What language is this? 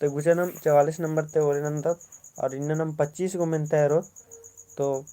Kurukh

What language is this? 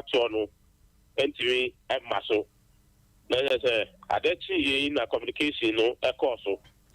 Akan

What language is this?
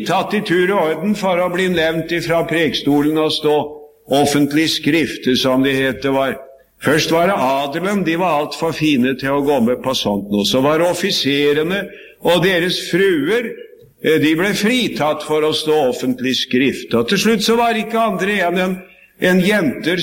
Norwegian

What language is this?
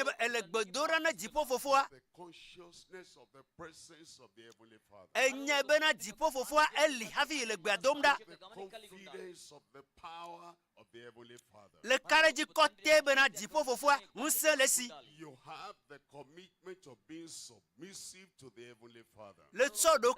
Ewe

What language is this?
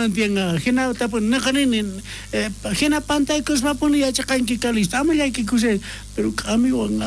South Bolivian Quechua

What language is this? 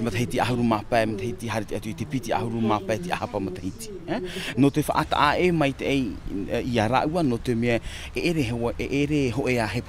Tahitian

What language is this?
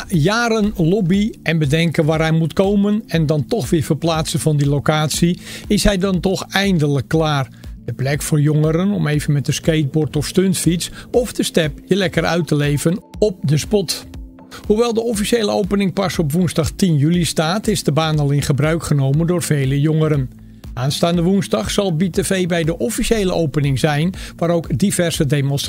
Dutch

